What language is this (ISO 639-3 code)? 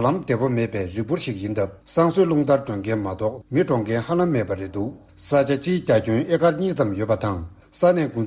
bod